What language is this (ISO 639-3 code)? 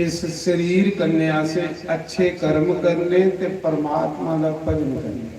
doi